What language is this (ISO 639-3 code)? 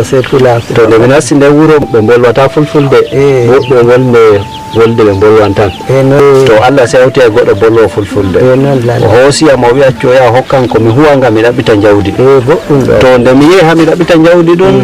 ful